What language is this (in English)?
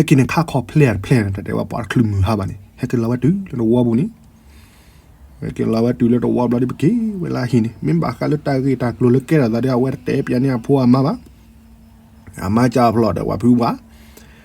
S'gaw Karen